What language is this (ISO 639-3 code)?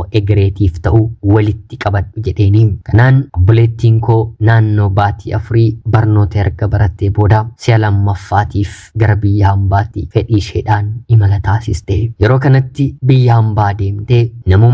orm